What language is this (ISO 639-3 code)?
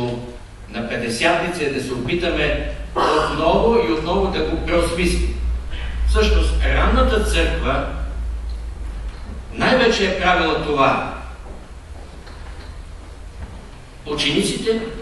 bul